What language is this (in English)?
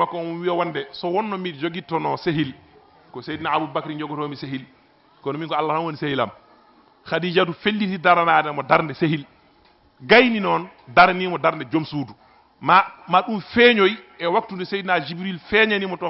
Fula